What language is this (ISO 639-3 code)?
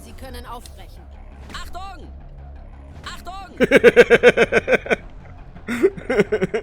bar